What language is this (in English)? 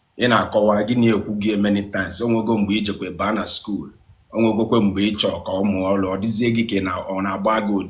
Igbo